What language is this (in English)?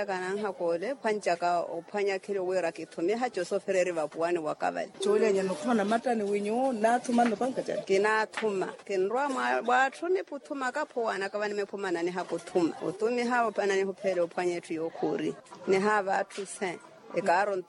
Makhuwa